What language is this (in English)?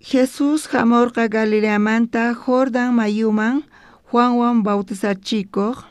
South Bolivian Quechua